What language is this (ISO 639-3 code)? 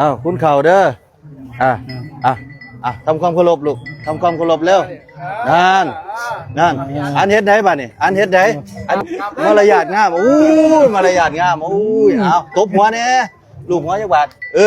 tts